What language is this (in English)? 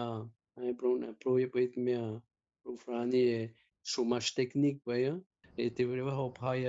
Tahitian